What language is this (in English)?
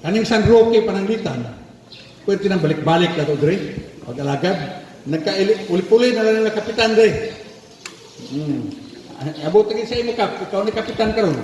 Cebuano